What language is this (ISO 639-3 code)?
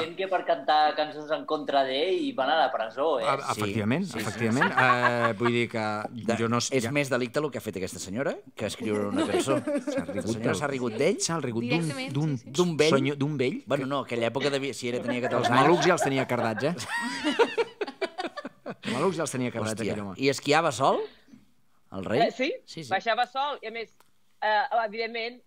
cat